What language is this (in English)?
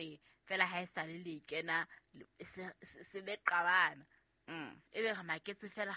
Southern Sotho